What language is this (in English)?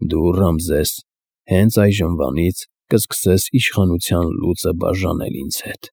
Armenian